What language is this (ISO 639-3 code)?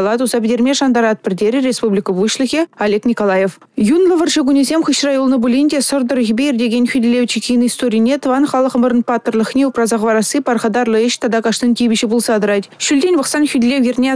chv